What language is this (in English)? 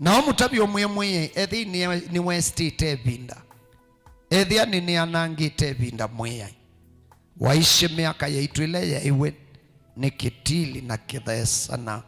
Kamba